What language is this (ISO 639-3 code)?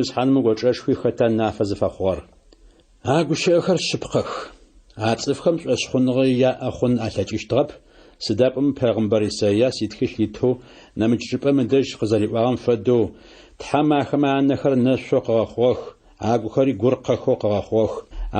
ady